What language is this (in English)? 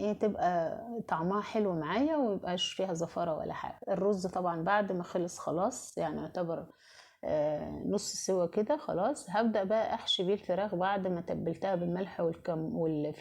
Egyptian Arabic